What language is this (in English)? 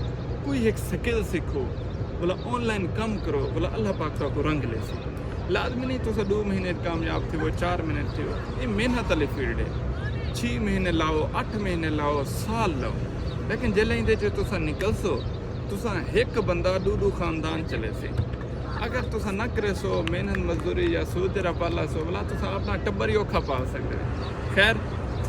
Saraiki